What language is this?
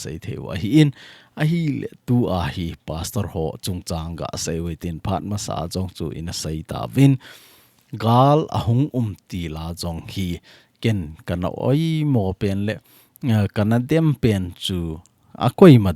Thado Chin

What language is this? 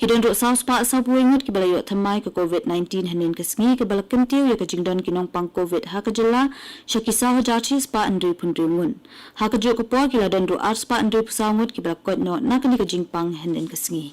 Khasi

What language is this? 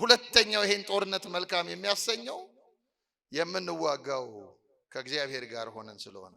Amharic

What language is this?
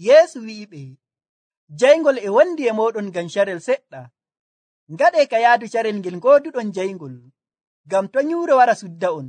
Nigerian Fulfulde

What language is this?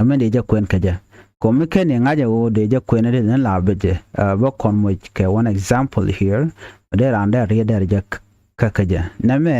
Nuer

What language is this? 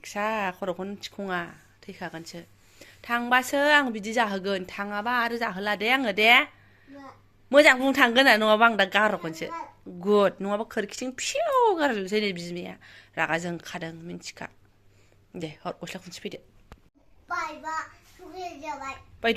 Bodo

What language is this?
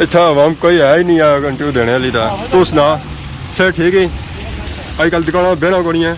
Pahari-Potwari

